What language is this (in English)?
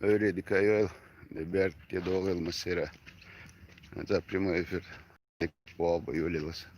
Chechen